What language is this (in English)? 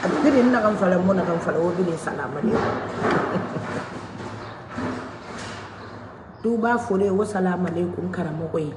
Mandingo